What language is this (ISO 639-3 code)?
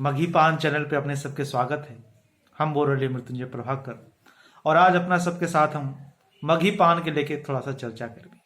mag